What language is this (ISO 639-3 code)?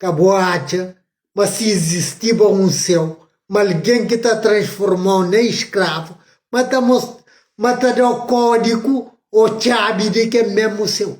kea